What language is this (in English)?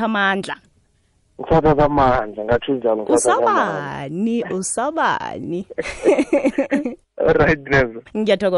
South Ndebele